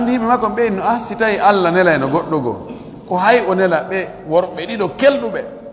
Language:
Fula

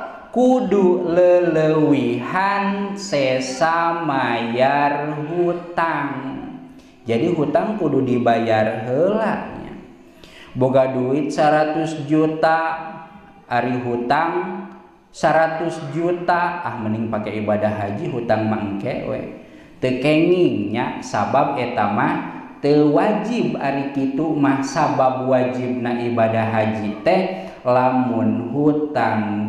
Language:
Sundanese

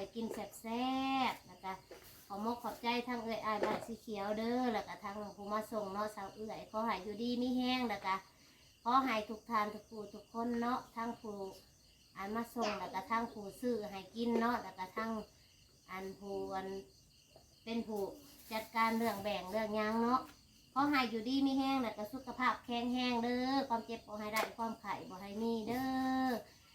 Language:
Northeastern Thai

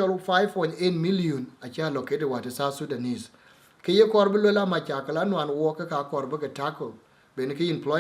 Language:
Dinka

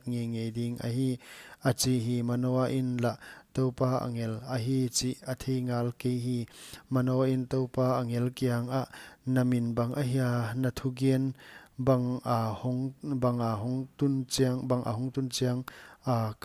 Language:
Paite Chin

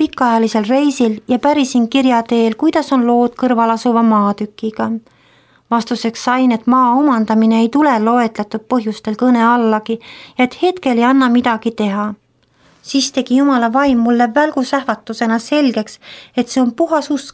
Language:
Estonian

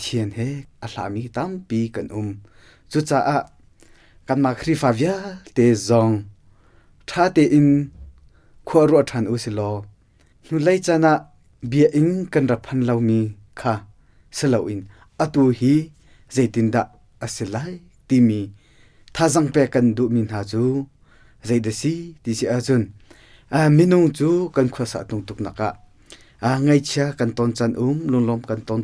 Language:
Hakha Chin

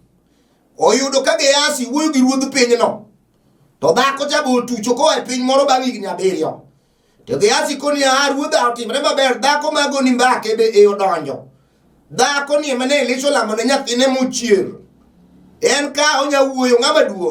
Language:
Luo (Kenya and Tanzania)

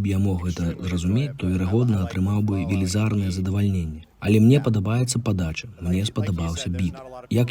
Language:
Belarusian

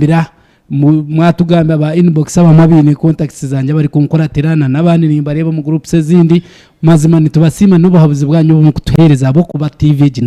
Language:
Nyankole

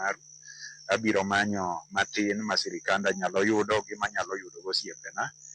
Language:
Luo (Kenya and Tanzania)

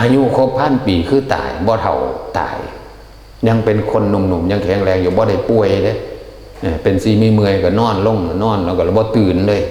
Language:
Northeastern Thai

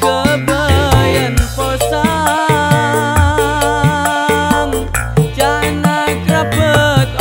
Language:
Madurese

